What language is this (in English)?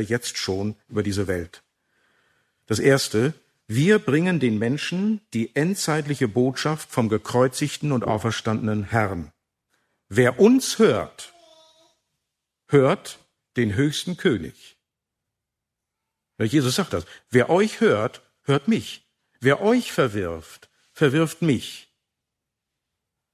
German